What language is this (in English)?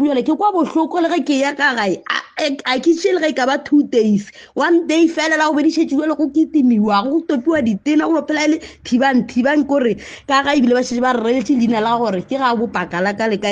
Northern Sotho